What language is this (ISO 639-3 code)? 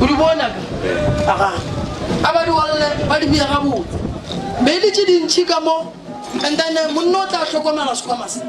nso